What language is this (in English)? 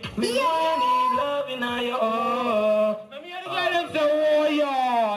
Jamaican Creole English